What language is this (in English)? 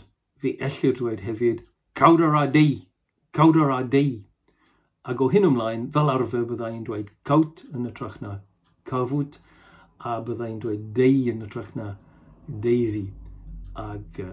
Welsh